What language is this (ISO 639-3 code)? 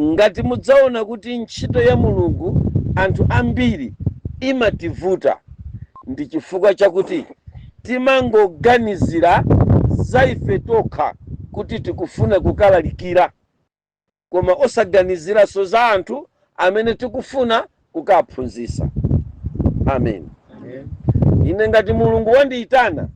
nya